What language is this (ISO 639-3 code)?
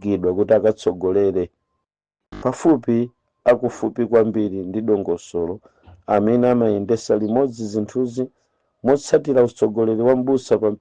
nya